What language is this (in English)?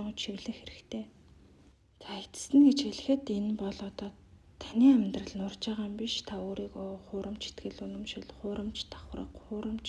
Mongolian